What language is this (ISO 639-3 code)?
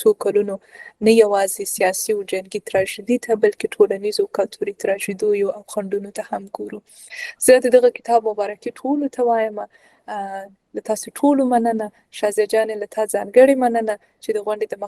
pus